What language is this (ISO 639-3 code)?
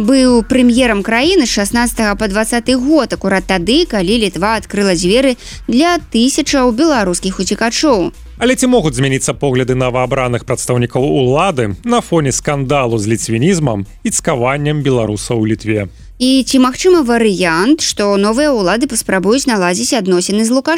bel